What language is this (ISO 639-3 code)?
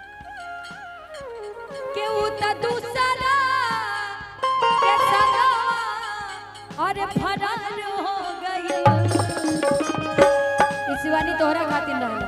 bho